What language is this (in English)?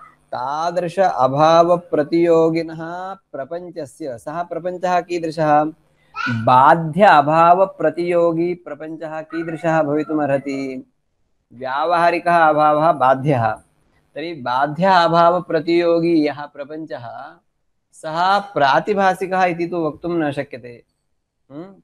Sanskrit